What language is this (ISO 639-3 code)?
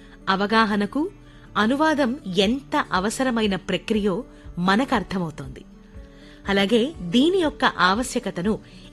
tel